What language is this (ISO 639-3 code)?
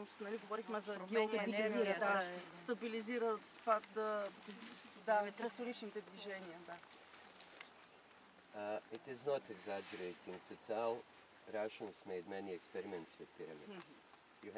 bul